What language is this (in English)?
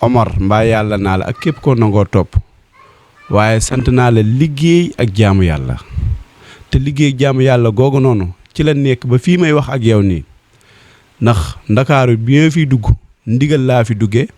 Wolof